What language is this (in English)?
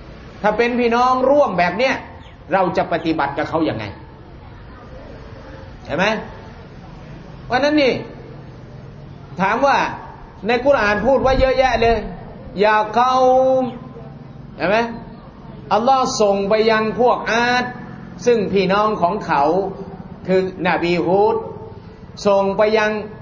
Thai